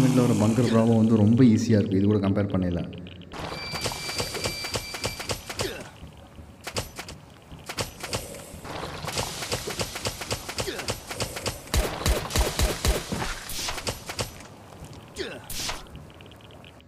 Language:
Tamil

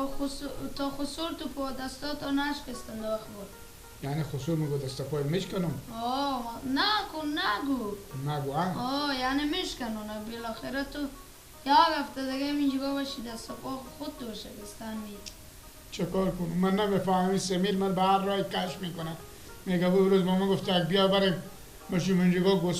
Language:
Persian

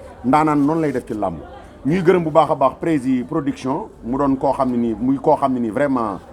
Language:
Wolof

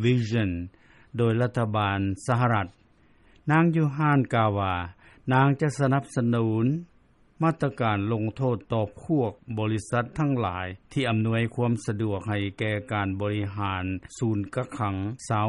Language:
Lao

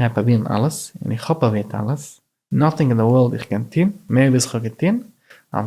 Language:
Yiddish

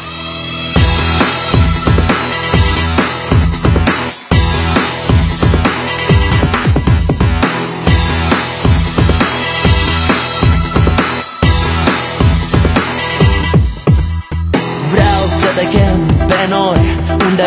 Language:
Romanian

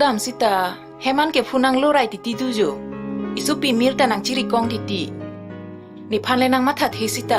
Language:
Karbi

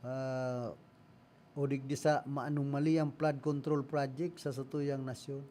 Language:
Bikol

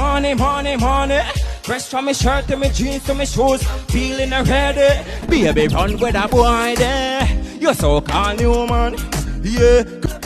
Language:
Jamaican Creole English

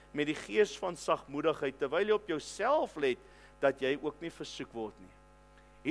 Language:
Afrikaans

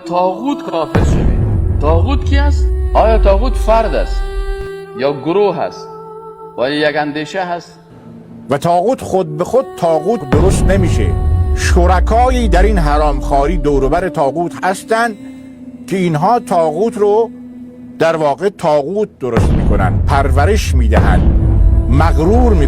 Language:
Persian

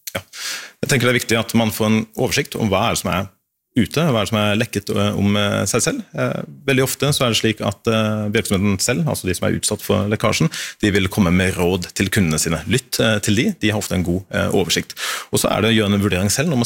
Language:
Norwegian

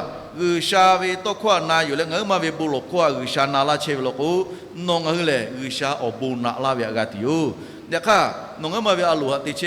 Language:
Lahu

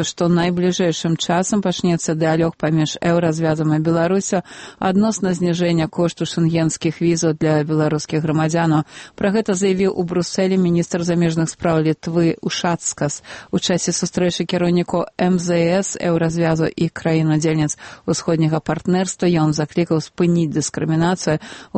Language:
Belarusian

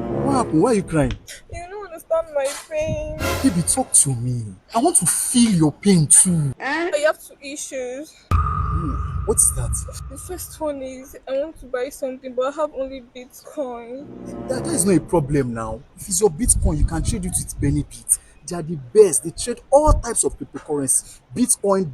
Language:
Nigerian Pidgin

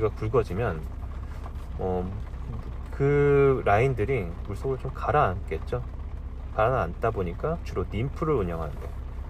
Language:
Korean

